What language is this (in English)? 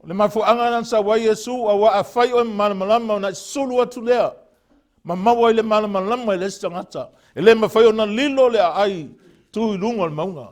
Samoan